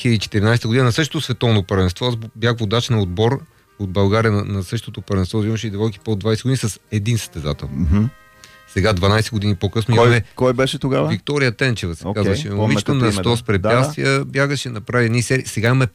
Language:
Bulgarian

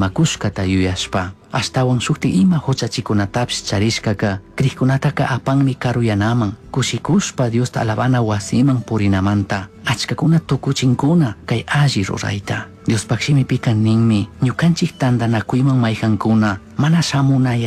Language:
Chimborazo Highland Quichua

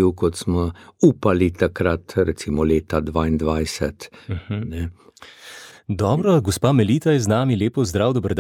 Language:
Slovenian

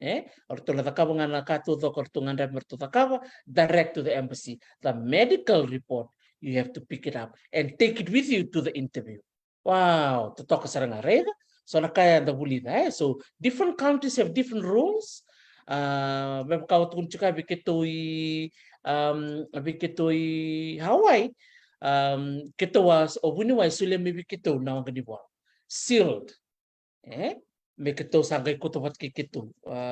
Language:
Fijian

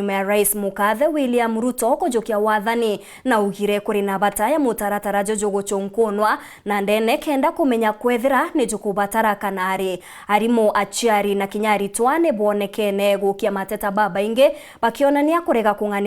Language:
Meru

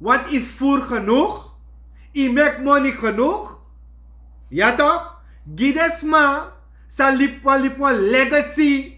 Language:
Sranan Tongo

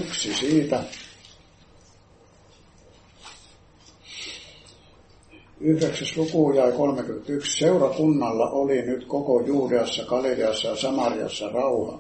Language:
Finnish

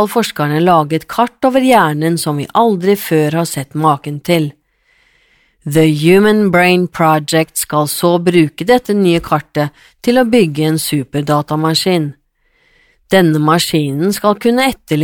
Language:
Norwegian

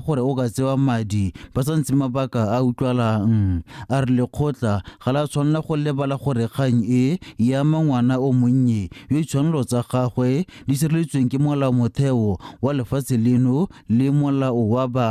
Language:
Tswana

